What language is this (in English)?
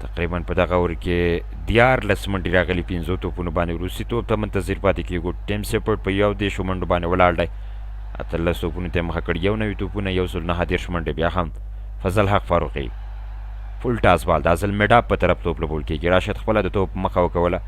Pashto